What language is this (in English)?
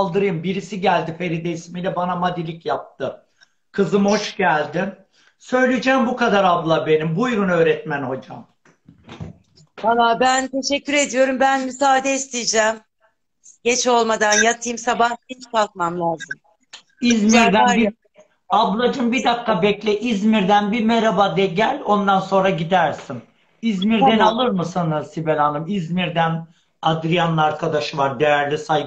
Turkish